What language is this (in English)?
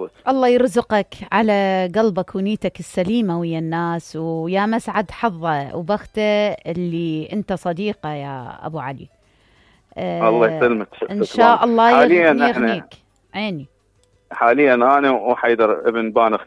Mesopotamian Arabic